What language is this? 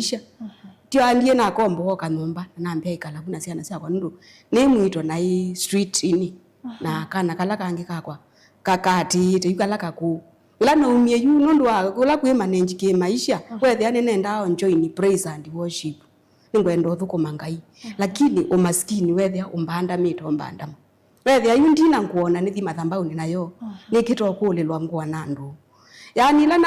Kamba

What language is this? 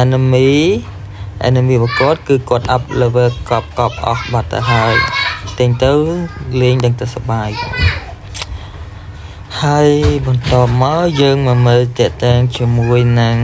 Khmer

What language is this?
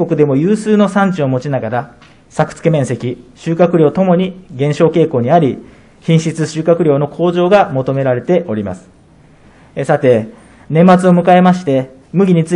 Japanese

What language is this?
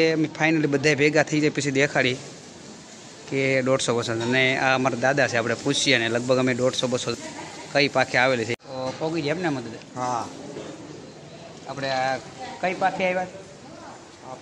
Gujarati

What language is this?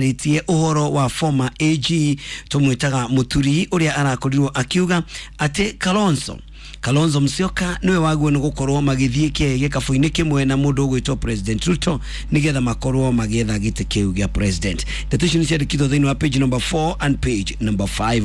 Kikuyu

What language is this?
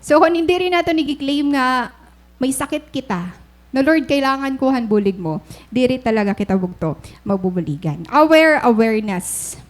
Waray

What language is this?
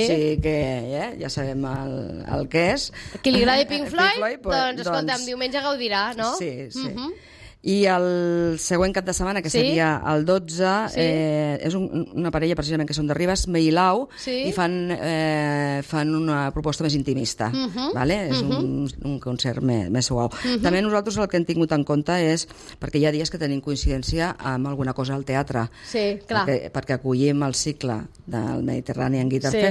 Catalan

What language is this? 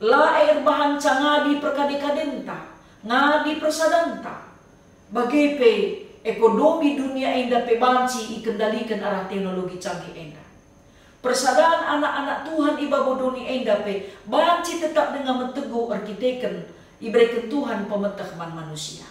Batak Karo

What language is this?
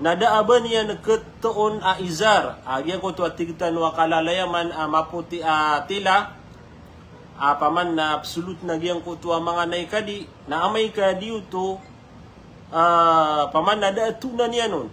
Maranao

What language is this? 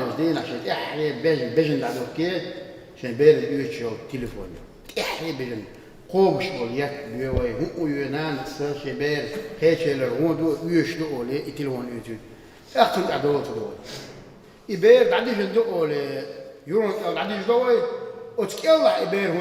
Chechen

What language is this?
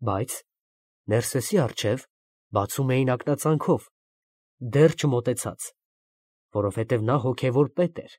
Armenian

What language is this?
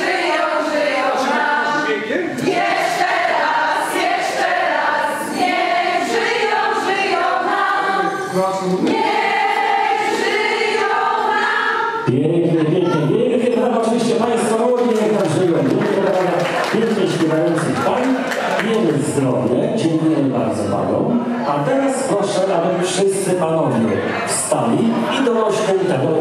Polish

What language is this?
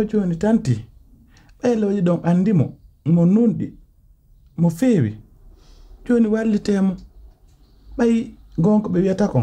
Pular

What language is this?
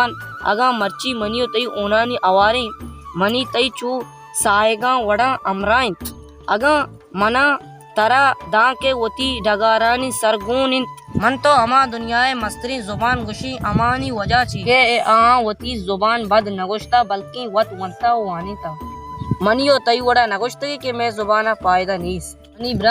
Baluchi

